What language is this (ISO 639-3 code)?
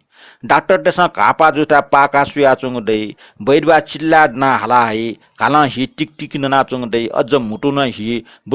new